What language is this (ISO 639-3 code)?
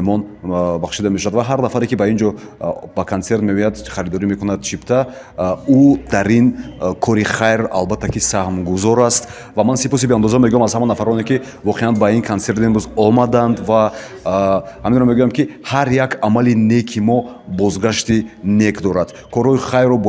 tgk